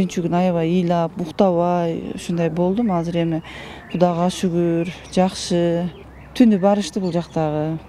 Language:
Kyrgyz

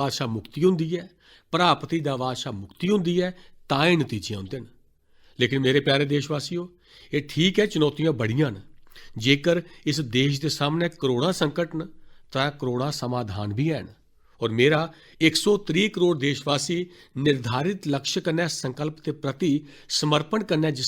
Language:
Dogri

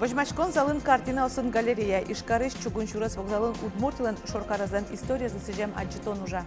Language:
Udmurt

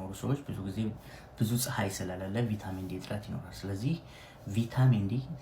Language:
Amharic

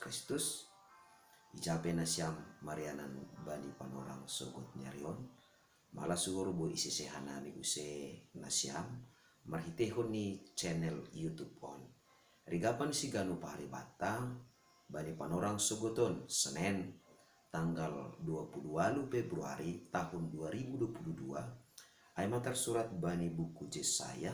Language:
Batak Simalungun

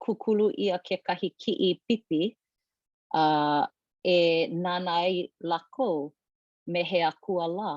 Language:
Hawaiian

